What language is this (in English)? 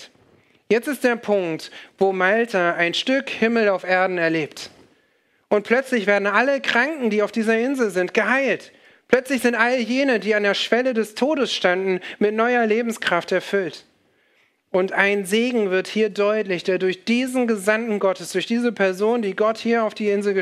German